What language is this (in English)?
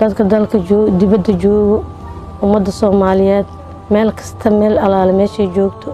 Somali